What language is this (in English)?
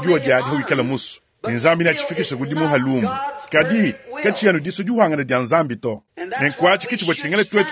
Luba-Lulua